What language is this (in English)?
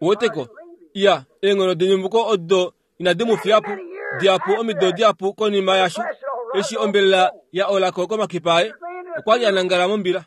Kuanyama